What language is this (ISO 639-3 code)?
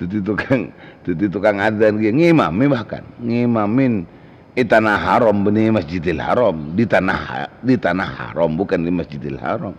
mad